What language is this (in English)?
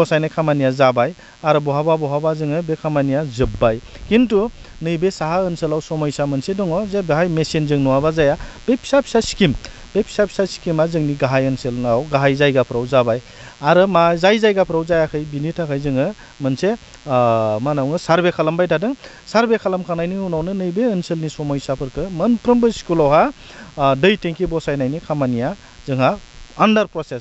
Bodo